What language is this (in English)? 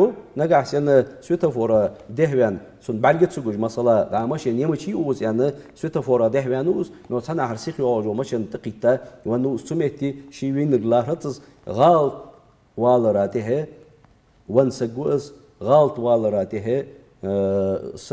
Ingush